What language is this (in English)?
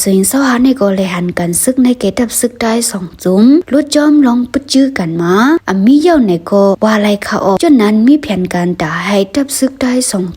Shan